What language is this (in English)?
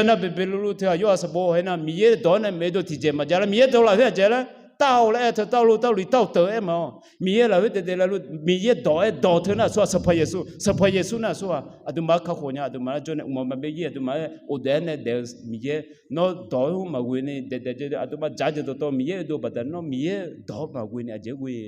Akha